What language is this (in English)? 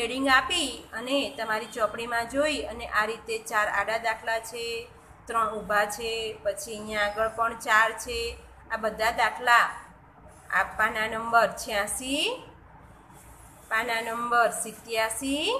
Gujarati